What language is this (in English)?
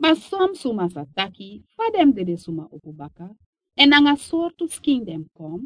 Sranan Tongo